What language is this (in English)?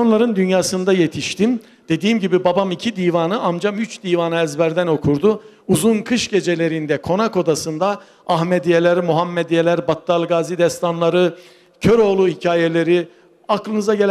Turkish